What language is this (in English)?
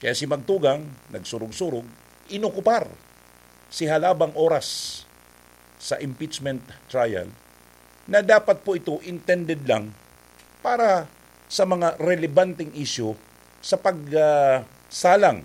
Bikol